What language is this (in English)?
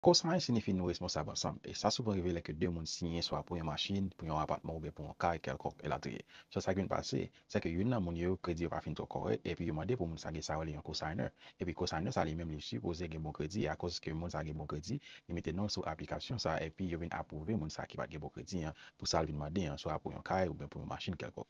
Haitian Creole